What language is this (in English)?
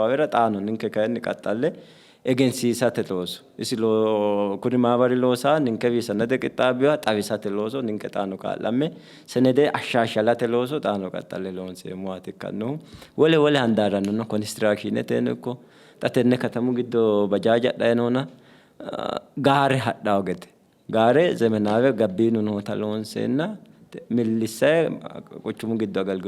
Sidamo